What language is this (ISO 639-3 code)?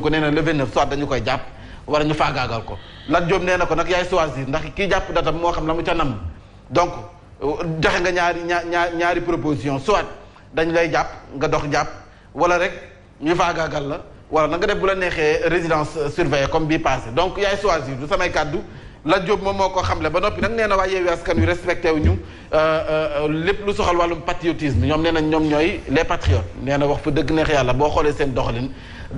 wol